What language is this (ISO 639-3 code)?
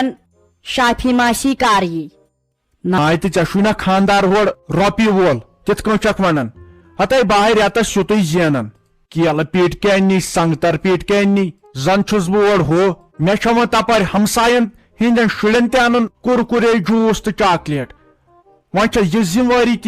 kas